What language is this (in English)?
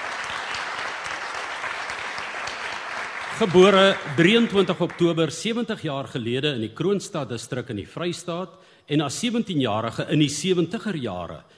Afrikaans